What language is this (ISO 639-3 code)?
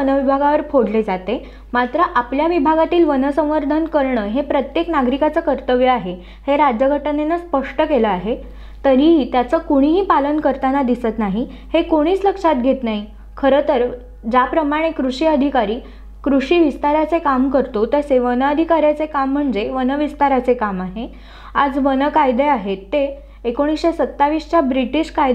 mar